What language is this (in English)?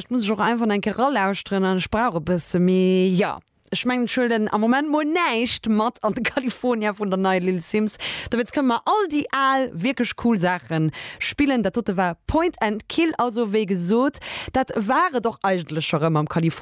Luxembourgish